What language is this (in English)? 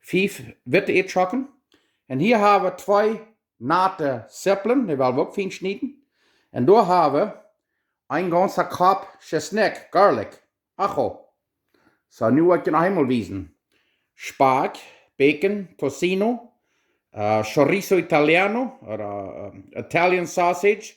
Plautdietsch